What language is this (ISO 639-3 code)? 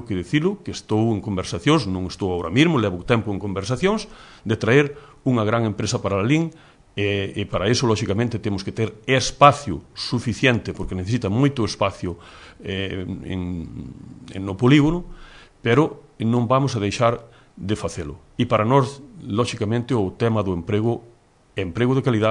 glg